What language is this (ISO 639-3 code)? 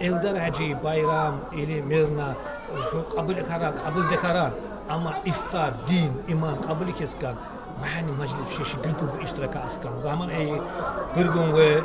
tkr